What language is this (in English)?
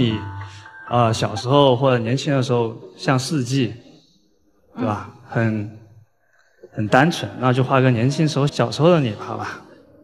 Chinese